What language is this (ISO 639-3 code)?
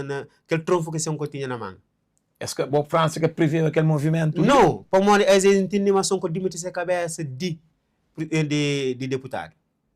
kea